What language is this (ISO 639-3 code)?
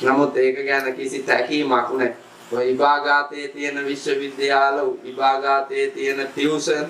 sin